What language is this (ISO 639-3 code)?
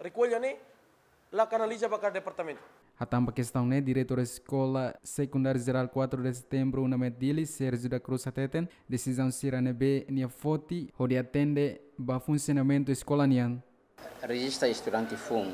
tet